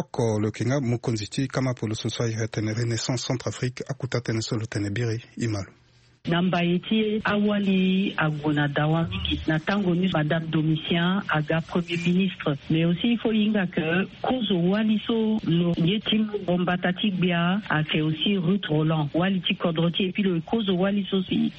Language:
Sango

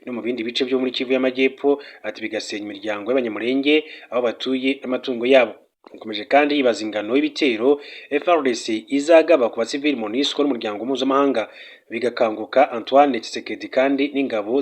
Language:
Kinyarwanda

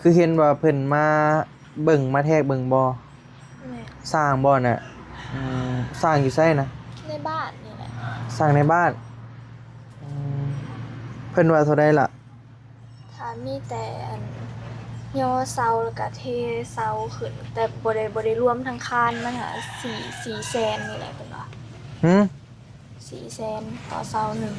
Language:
Northeastern Thai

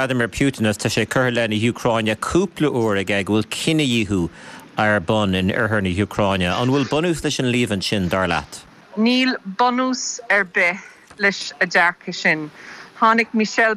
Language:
Irish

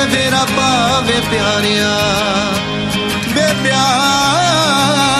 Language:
Punjabi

